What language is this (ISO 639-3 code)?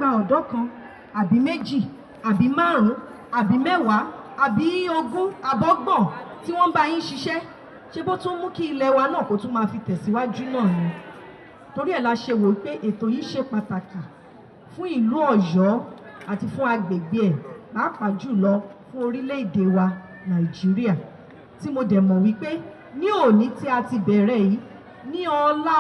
yor